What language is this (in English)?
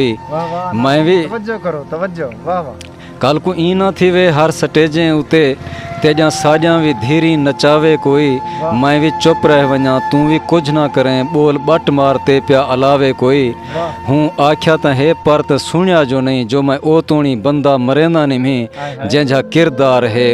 Saraiki